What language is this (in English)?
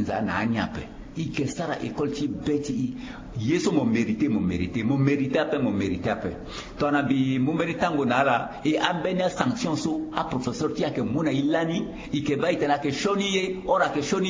Sango